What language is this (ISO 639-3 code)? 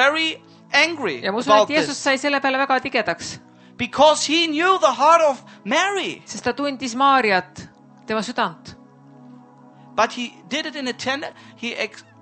est